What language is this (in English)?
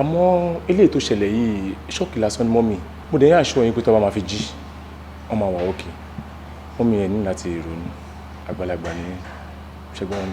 Yoruba